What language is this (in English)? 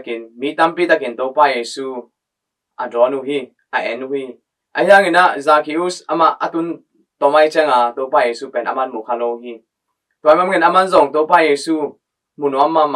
Tedim Chin